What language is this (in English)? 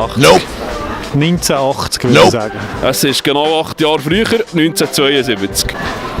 Swiss German